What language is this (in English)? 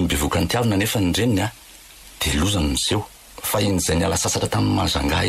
Malagasy